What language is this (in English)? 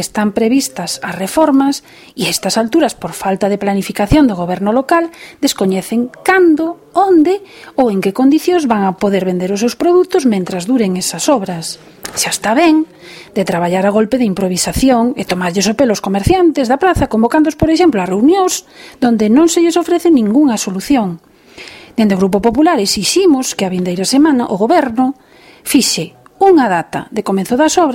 Galician